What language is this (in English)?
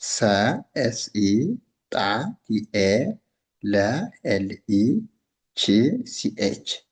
Amharic